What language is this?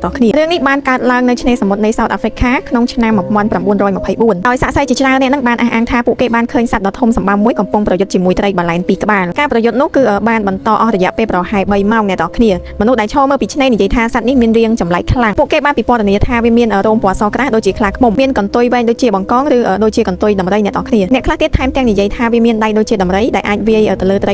Khmer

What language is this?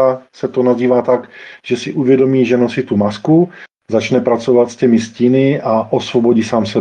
Czech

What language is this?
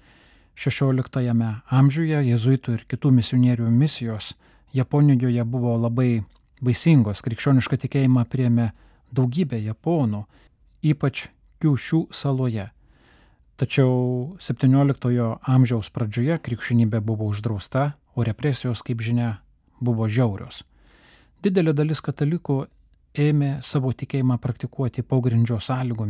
Lithuanian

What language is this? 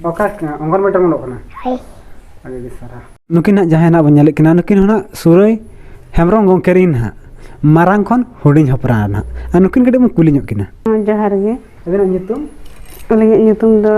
Santali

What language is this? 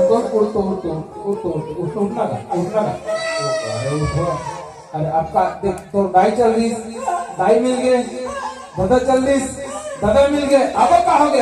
Chhattisgarhi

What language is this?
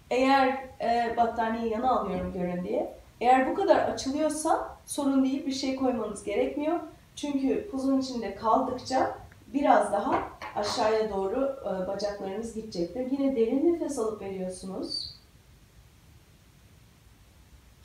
Turkish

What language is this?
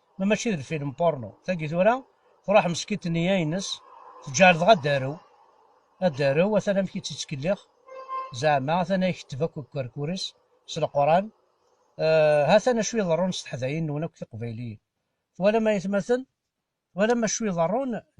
Kabyle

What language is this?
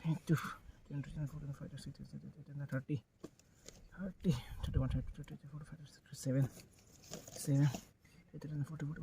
Karbi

